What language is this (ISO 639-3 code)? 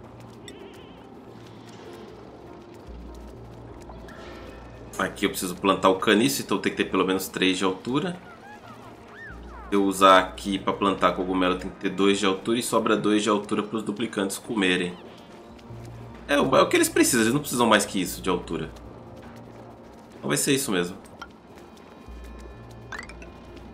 por